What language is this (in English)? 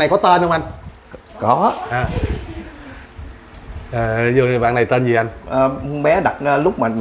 Vietnamese